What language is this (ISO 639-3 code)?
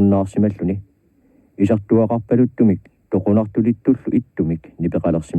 kal